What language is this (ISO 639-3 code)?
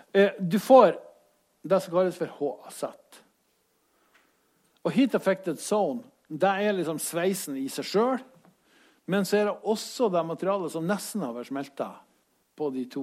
nor